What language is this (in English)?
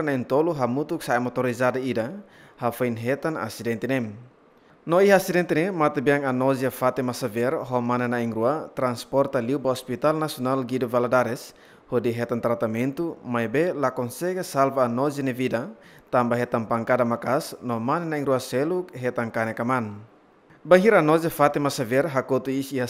Tetum